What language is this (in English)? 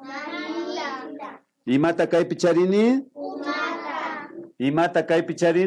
Imbabura Highland Quichua